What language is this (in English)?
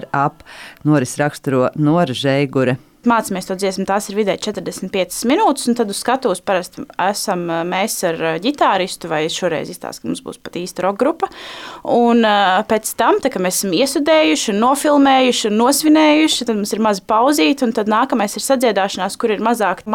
Latvian